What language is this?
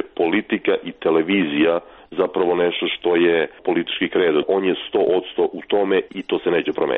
Serbian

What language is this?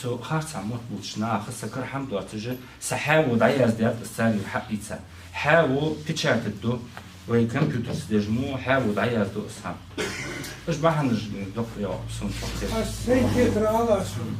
Ingush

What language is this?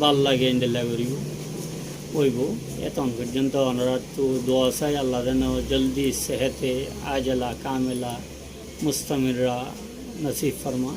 Rohingya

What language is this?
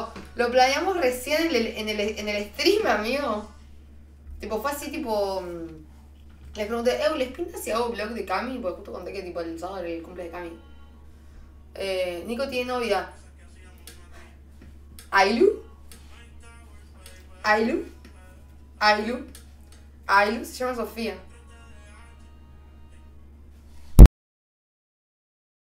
Spanish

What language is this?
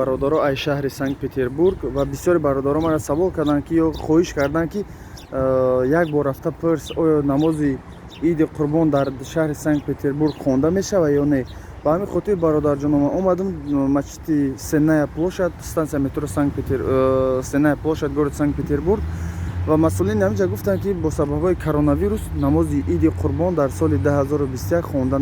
Tajik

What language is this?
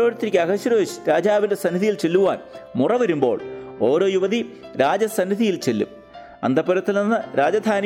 Malayalam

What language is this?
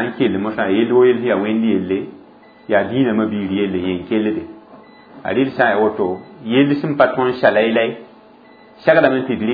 Mossi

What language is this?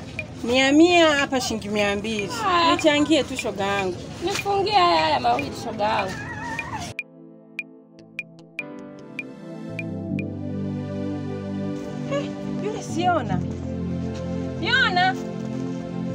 Swahili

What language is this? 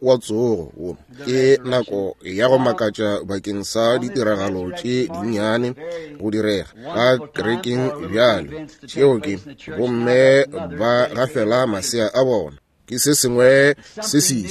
Northern Sotho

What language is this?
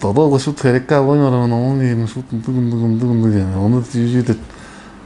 Tuvinian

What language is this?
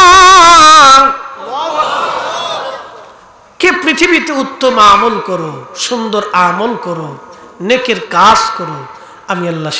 Bangla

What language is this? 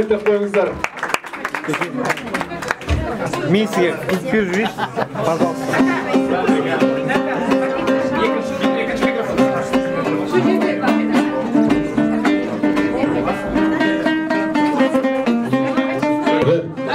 Kazakh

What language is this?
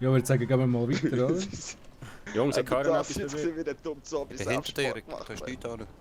Swiss German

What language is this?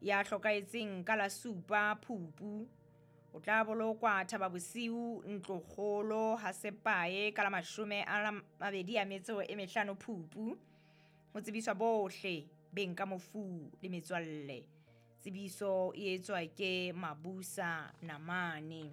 Southern Sotho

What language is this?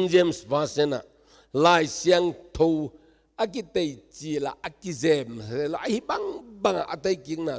Tedim Chin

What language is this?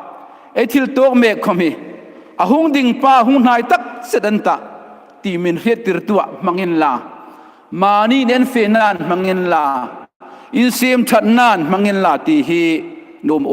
Hmar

